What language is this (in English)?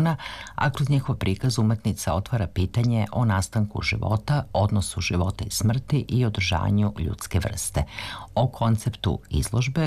Serbian